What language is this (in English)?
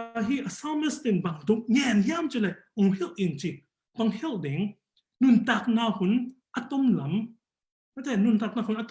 Tedim Chin